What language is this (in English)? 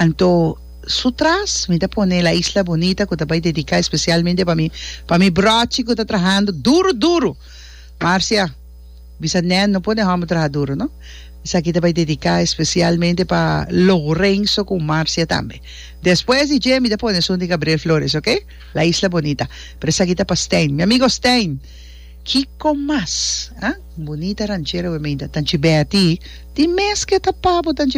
Papiamento